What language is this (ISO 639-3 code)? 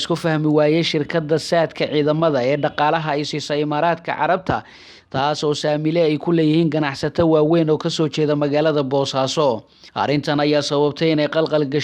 som